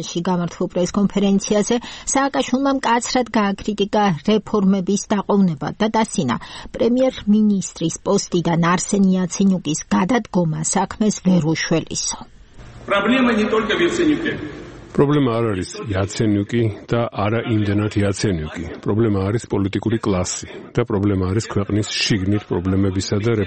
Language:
Georgian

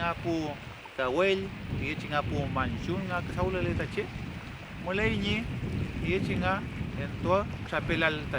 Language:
Mapuche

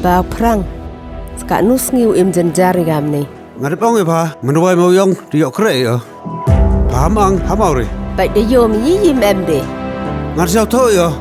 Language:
Khasi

